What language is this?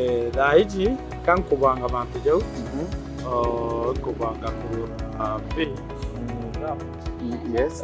Meru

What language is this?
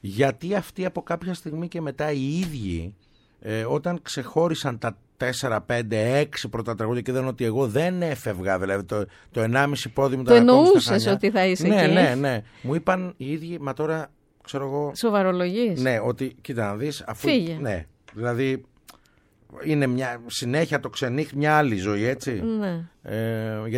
Greek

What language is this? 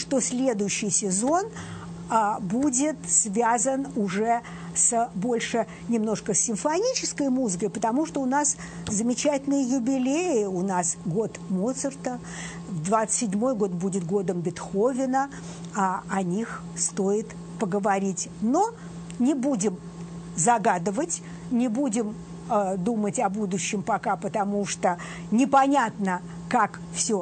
Russian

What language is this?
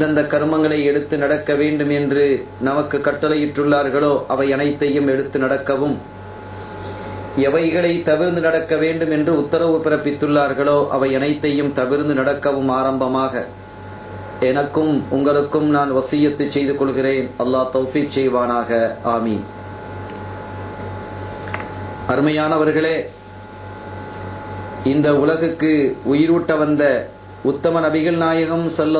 Tamil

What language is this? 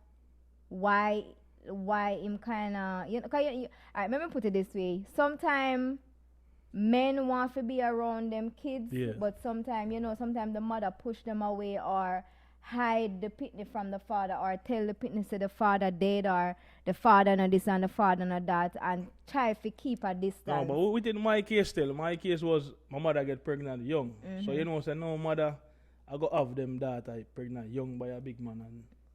Jamaican Creole English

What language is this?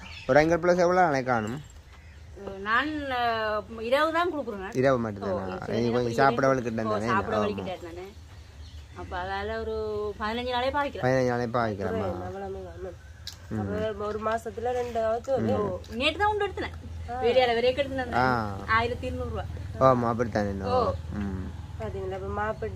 Tamil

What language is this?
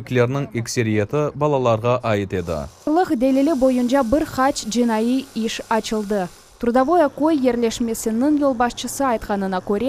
Crimean Tatar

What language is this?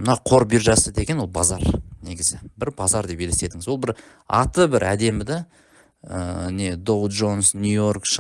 Kazakh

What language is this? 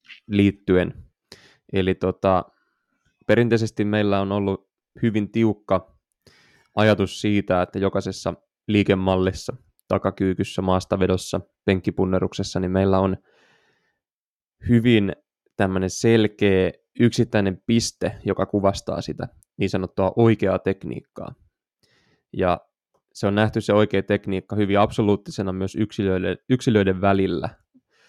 Finnish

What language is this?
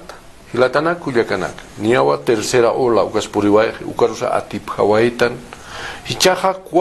Aymara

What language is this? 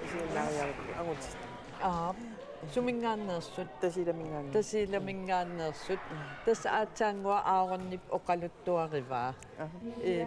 Kalaallisut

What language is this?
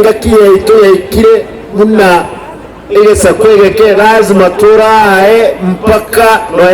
Gusii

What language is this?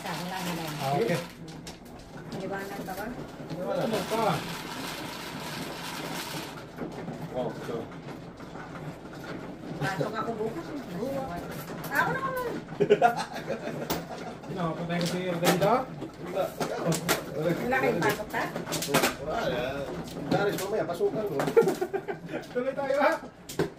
Filipino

